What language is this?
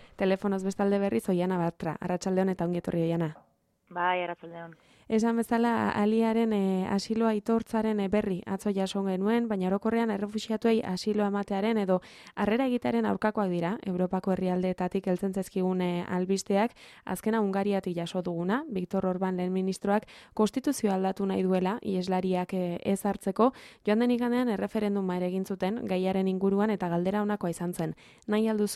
Basque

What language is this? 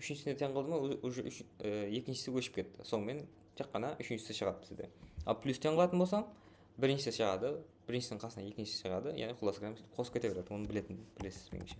Kara-Kalpak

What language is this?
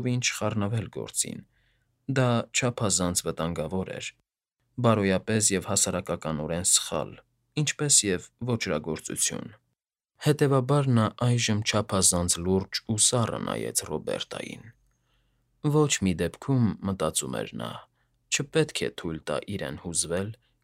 Armenian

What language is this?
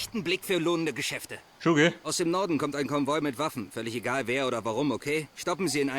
Bavarian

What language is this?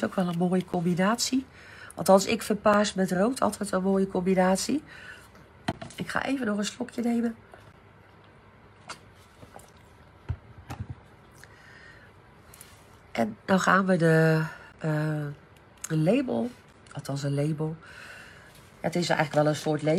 Dutch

